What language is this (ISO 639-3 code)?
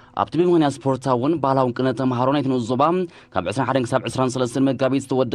tir